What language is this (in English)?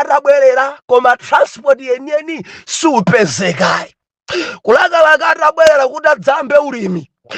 Nyanja